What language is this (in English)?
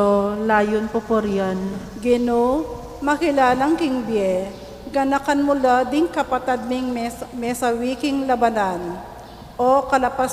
Pampanga